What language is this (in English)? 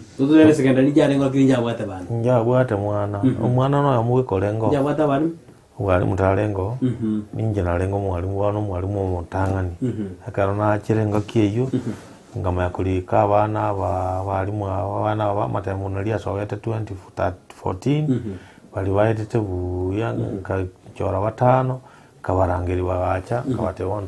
Gusii